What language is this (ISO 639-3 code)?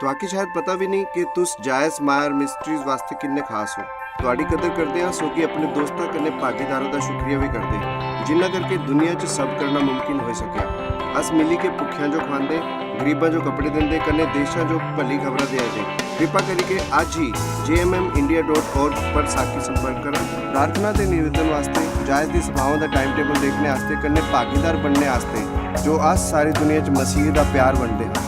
doi